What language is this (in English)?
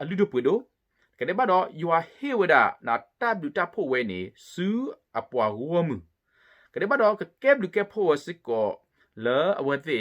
S'gaw Karen